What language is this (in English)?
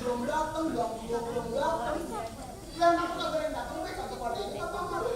Betawi